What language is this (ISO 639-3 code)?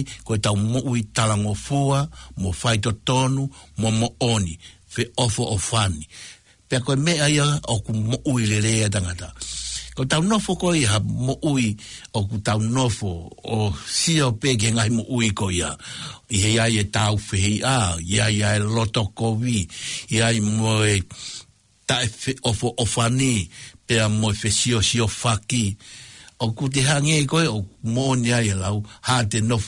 ton